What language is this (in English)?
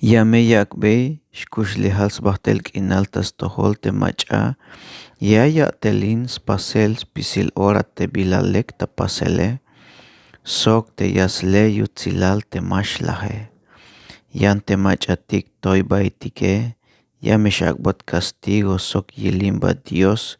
Tzeltal